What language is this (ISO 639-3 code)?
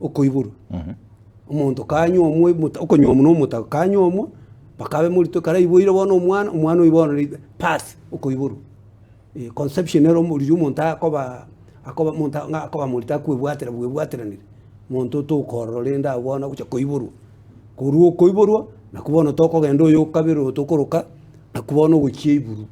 guz